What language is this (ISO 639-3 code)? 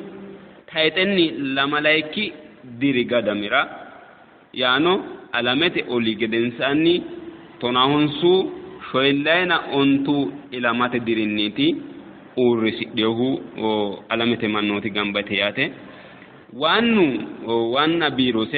sid